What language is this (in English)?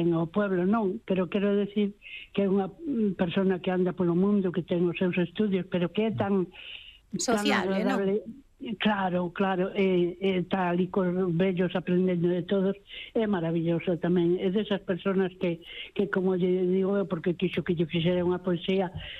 Galician